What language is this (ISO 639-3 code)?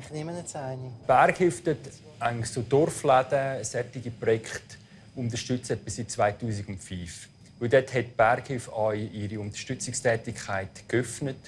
roh